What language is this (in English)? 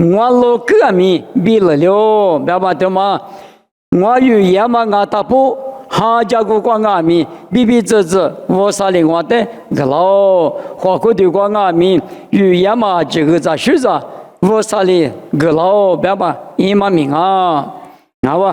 Lisu